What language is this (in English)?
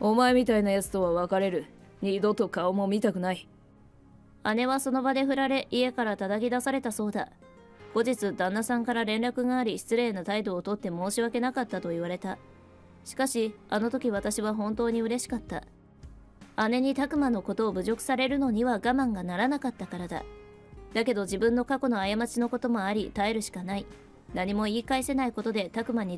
Japanese